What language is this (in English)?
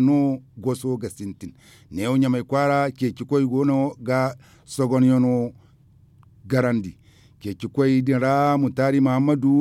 Zarma